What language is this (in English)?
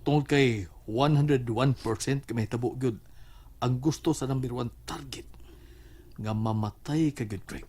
Cebuano